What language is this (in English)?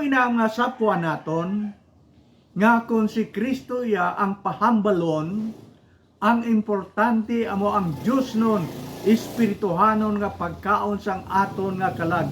Hiligaynon